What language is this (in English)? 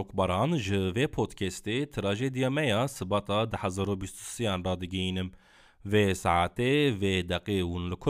Kurdish